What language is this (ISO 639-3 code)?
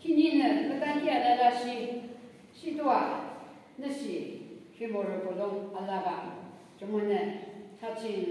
yim